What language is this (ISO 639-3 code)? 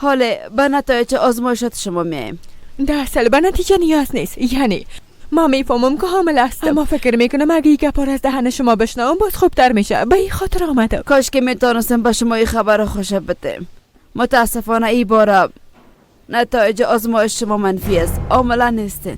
fas